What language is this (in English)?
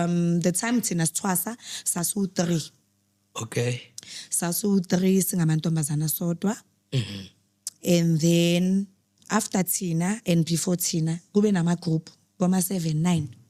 Zulu